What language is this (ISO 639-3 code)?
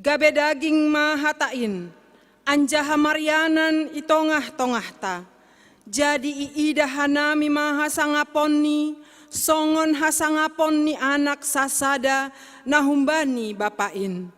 bts